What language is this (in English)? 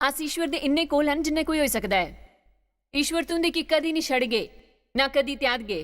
Dogri